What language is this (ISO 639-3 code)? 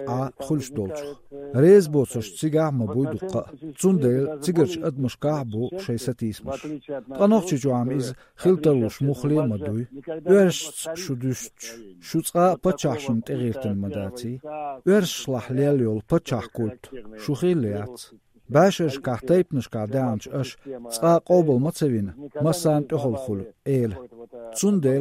che